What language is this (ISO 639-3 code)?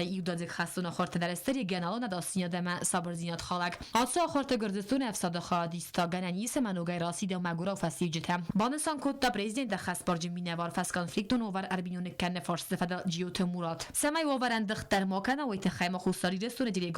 oss